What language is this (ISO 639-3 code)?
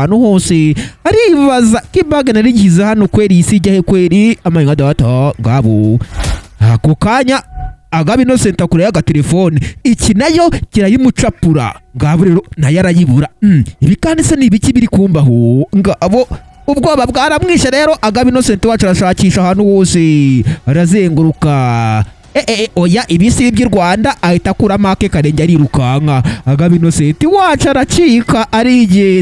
kin